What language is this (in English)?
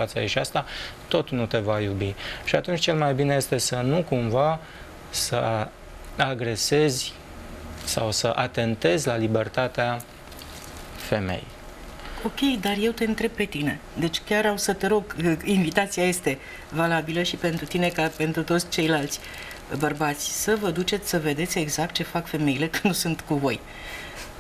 Romanian